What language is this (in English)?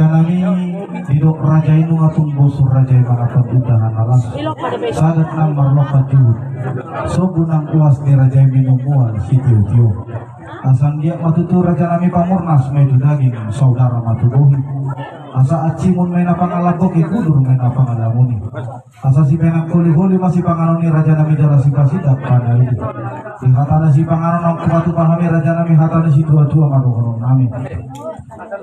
Batak Toba